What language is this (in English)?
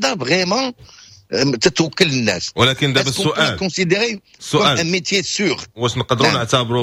Moroccan Arabic